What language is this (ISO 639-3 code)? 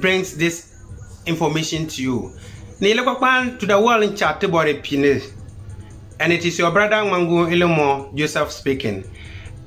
xon